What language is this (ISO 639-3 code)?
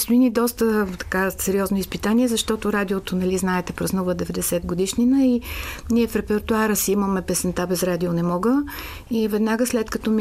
bul